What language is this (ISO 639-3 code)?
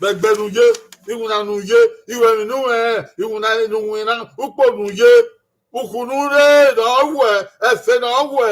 bin